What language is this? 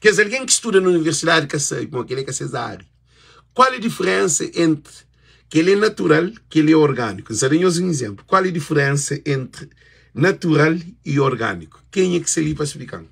Kabuverdianu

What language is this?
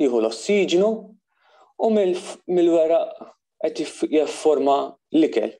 Maltese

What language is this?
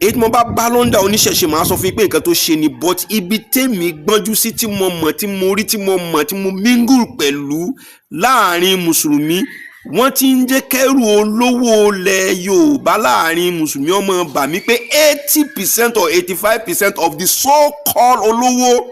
Yoruba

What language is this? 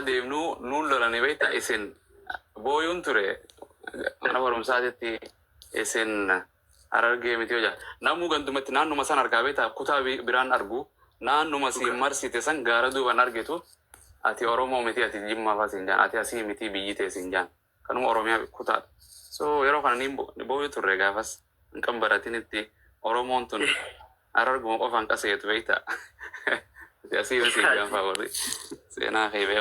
Oromo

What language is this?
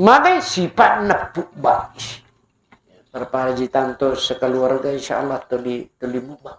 Buginese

